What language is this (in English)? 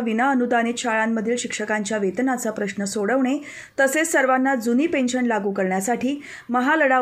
Marathi